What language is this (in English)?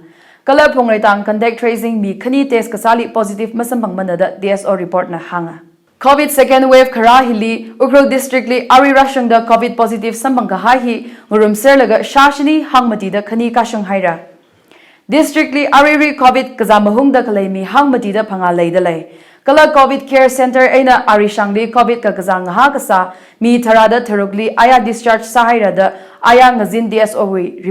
Tangkhul Naga (India)